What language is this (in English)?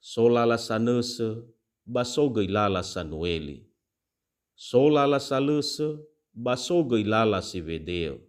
Nias